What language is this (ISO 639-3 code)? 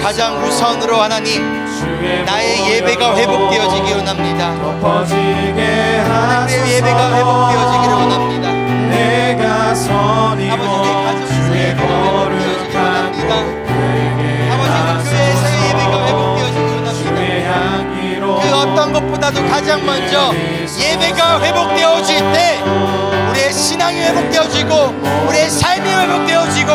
kor